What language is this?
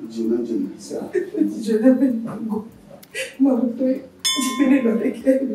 Ewe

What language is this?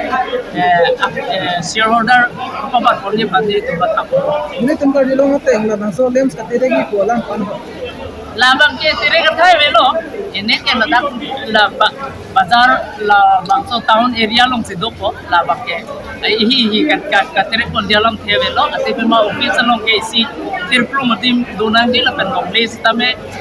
Karbi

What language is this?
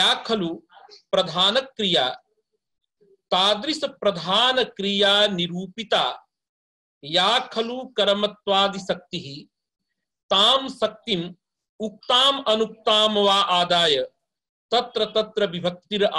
Sanskrit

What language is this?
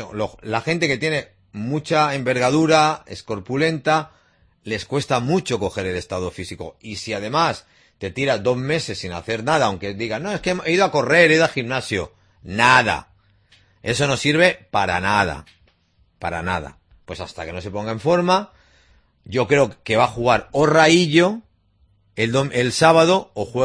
Spanish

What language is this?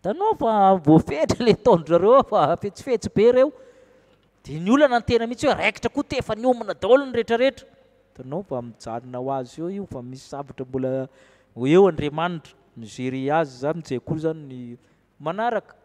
Malagasy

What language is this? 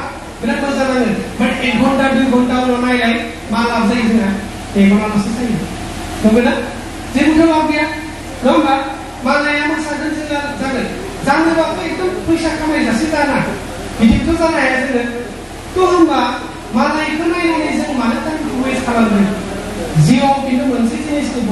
Bodo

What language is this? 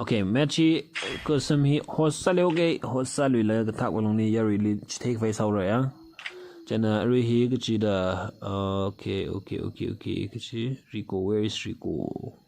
Tangkhul Naga (India)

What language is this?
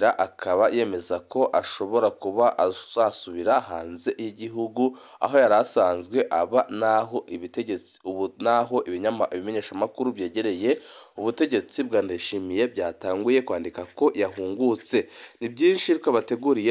Rundi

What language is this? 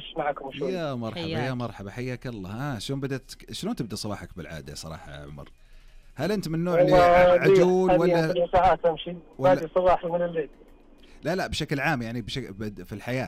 Najdi Arabic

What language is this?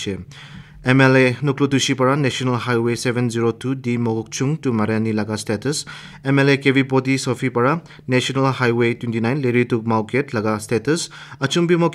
Naga Pidgin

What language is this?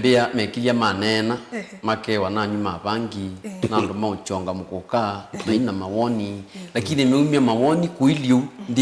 Kamba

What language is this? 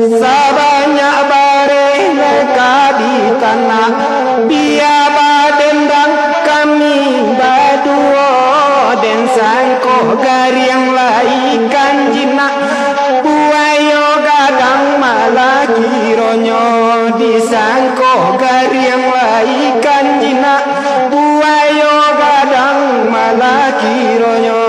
Minangkabau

